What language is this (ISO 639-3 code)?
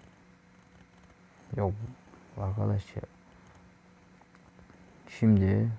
tur